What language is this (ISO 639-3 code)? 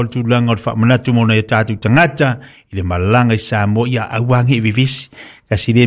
smo